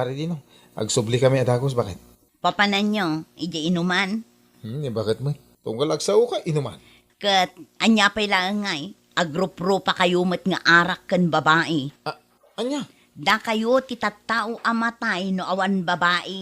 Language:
Iloko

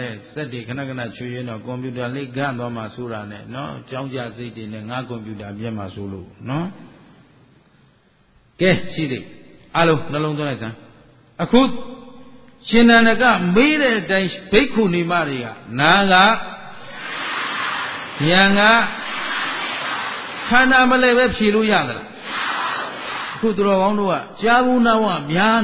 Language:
Burmese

